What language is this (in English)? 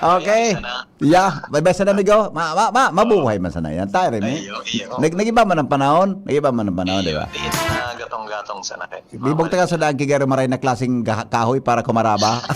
Bikol